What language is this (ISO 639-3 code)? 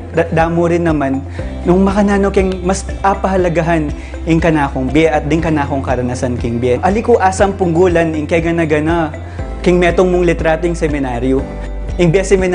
pam